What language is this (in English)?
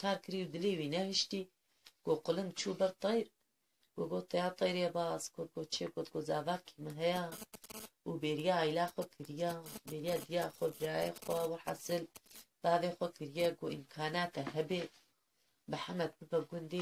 Kurdish